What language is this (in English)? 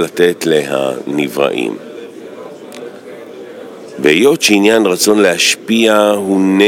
Hebrew